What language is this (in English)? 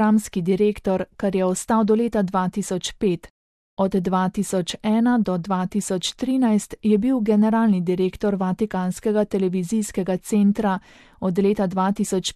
Slovenian